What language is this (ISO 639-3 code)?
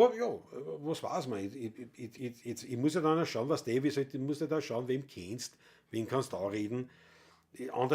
bar